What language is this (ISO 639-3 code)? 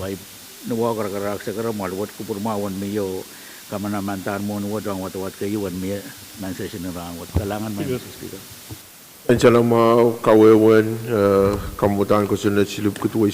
pon